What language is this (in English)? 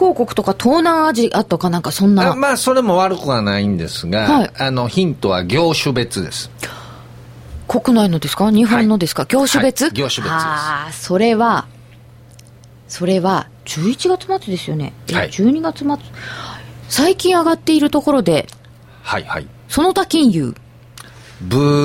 Japanese